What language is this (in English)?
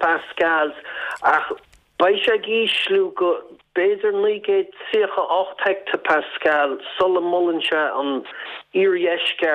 Irish